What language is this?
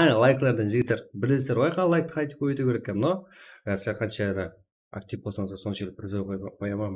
Kara-Kalpak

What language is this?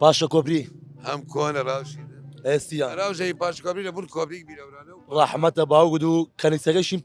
Southern Kurdish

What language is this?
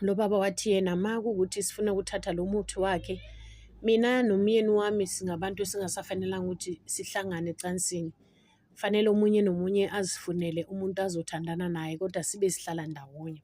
Zulu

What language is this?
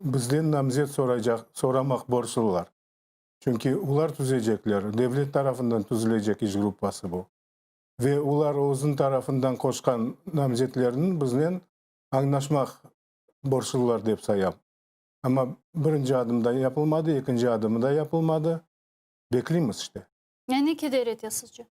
Crimean Tatar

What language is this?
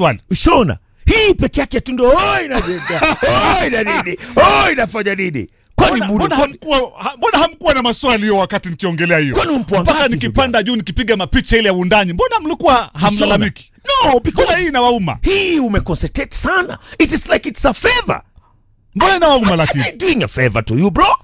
Swahili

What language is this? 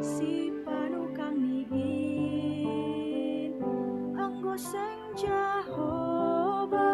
Batak Simalungun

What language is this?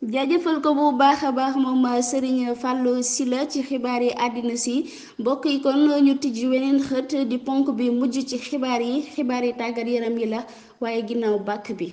Wolof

